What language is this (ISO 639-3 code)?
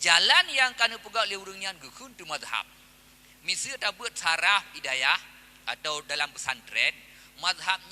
ace